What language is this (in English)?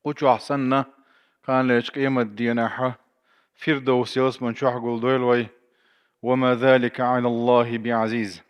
Chechen